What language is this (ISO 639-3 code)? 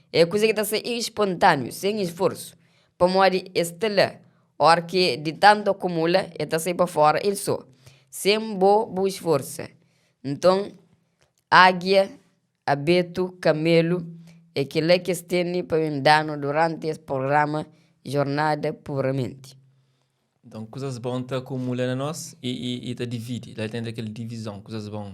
kea